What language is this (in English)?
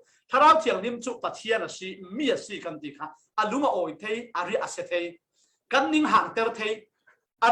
Falam Chin